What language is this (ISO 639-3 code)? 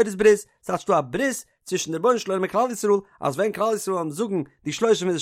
yid